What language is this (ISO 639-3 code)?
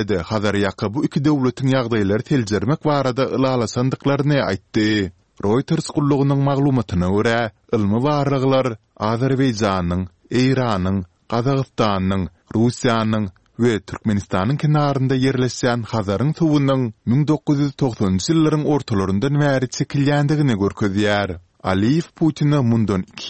tuk